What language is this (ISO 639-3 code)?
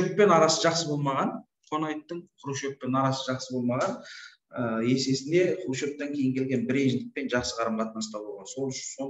kaz